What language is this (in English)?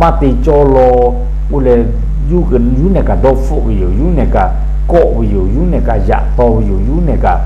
Lahu